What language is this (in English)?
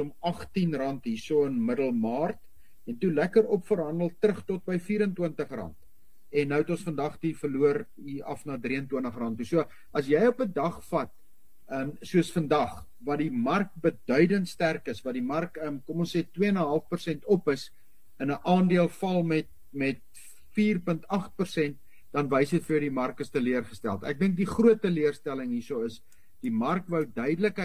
Afrikaans